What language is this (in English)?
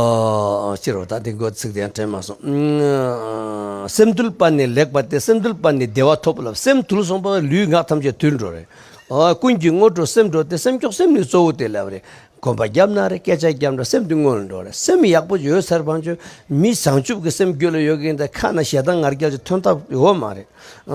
Tibetan